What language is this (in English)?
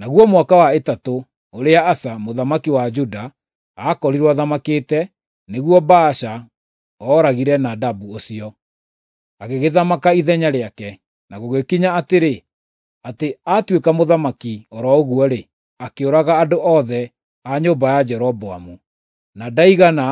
Kikuyu